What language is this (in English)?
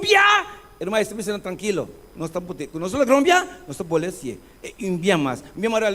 Papiamento